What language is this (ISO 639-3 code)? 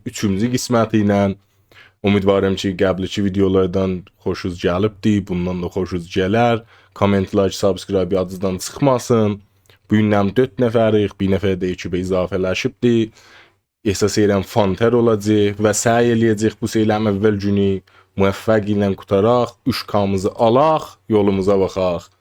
azb